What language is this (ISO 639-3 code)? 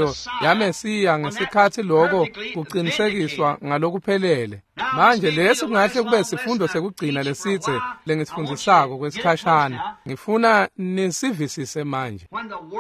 ssw